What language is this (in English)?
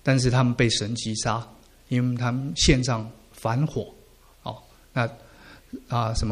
Chinese